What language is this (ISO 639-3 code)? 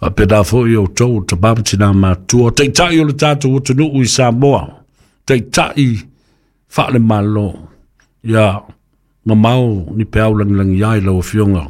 smo